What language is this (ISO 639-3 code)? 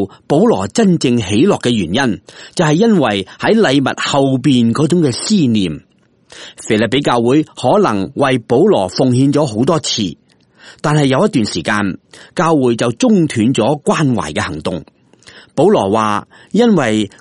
yue